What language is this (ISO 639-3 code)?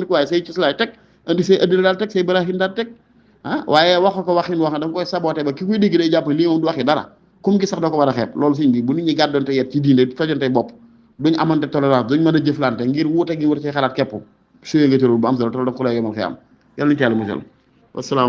wol